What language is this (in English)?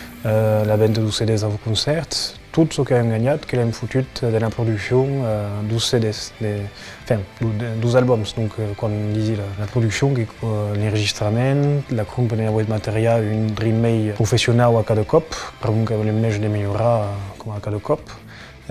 Occitan